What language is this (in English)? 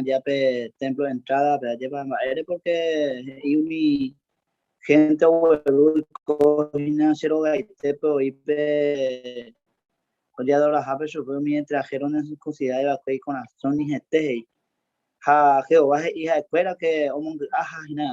Guarani